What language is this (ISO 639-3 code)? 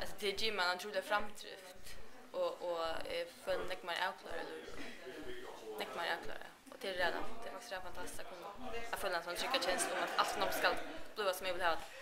fao